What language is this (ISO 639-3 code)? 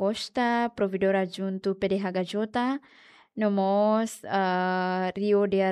tet